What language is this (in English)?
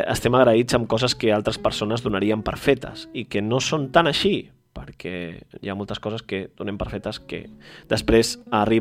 Catalan